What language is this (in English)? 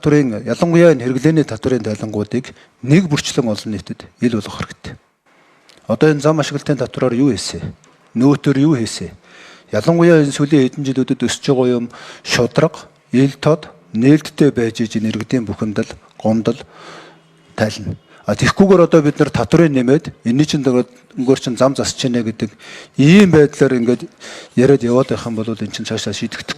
Mongolian